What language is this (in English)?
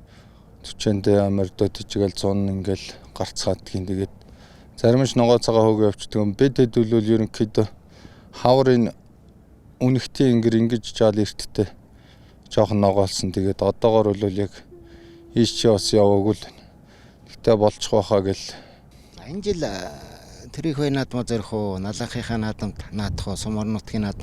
Mongolian